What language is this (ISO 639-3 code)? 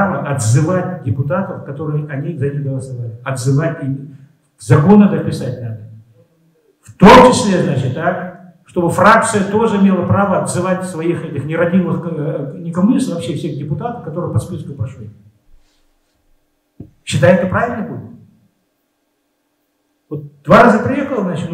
rus